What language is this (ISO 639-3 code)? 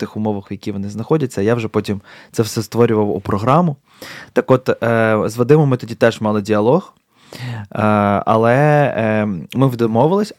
ukr